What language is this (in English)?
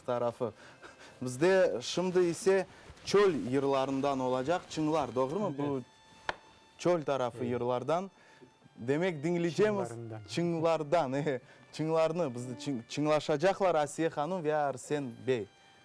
Crimean Tatar